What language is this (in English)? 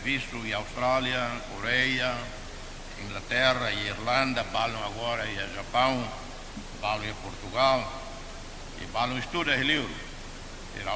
Tetum